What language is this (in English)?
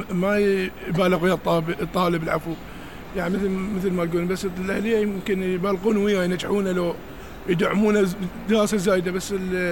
Mesopotamian Arabic